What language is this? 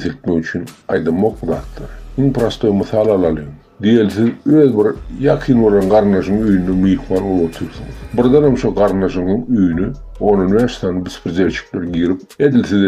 Turkmen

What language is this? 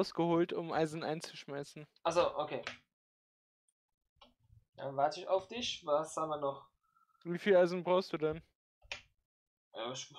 German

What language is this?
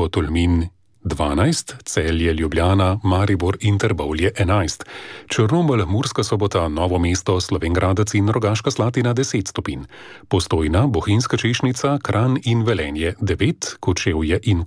Slovenian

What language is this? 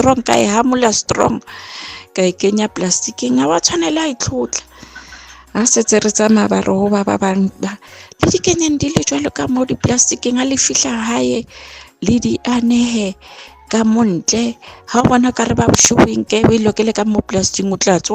Southern Sotho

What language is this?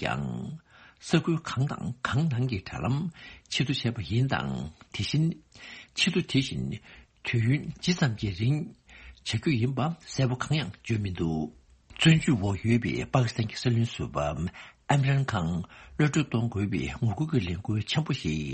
Tibetan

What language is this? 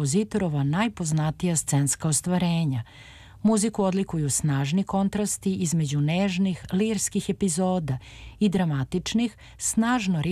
Serbian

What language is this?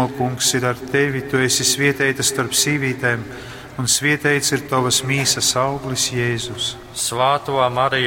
Latgalian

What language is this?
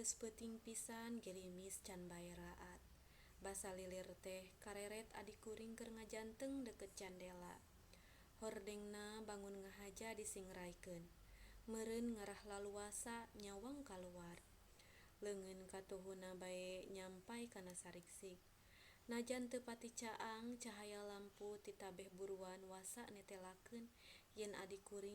Sundanese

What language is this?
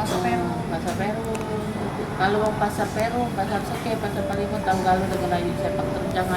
Musi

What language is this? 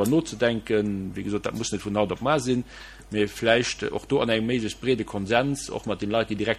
Luxembourgish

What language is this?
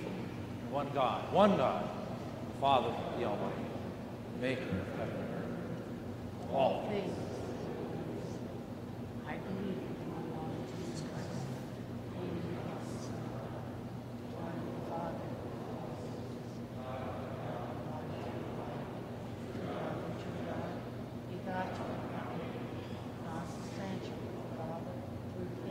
English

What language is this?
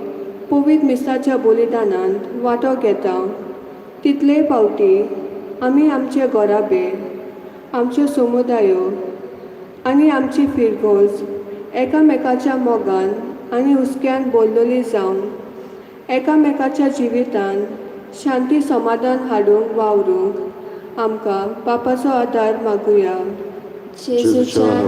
Konkani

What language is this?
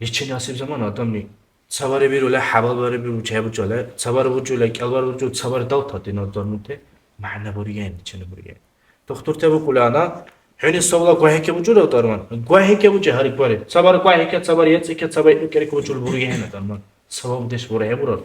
Dargwa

